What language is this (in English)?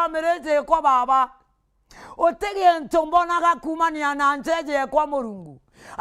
Meru